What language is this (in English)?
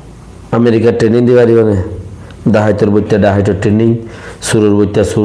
Rohingya